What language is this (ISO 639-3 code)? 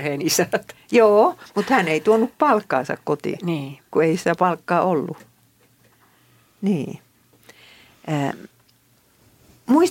fin